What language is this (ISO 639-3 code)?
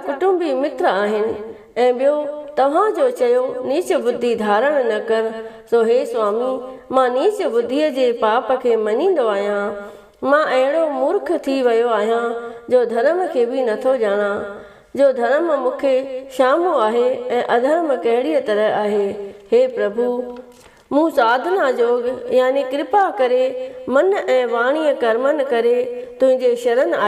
snd